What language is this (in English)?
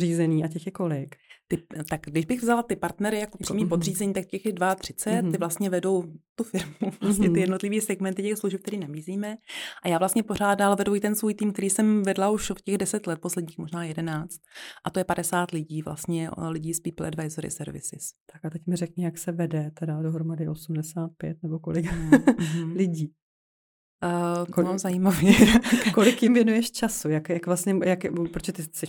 Czech